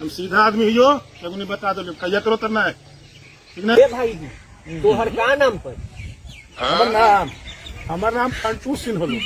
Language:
Magahi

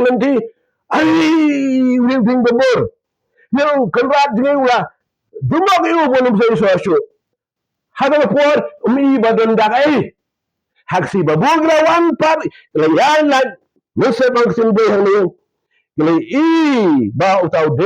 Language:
Khasi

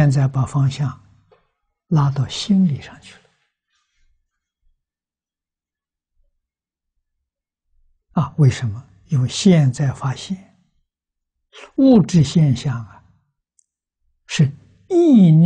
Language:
Chinese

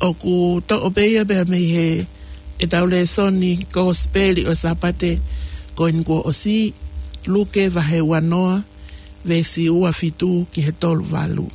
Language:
Tongan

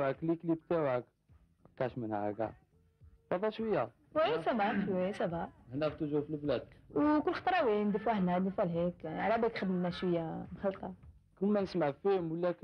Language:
Algerian Arabic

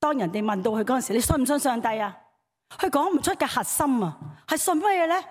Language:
Cantonese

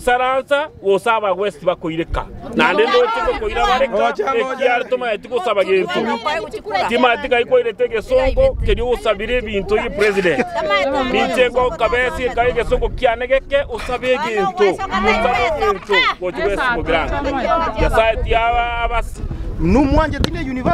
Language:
Gusii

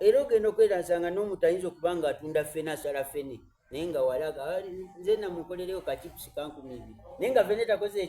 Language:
Soga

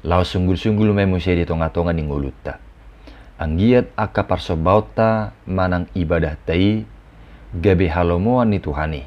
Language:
Batak Toba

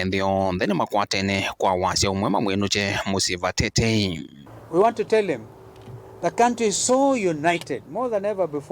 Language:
Kamba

